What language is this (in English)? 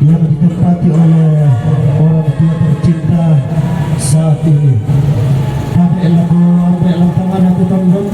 Toraja-Sa'dan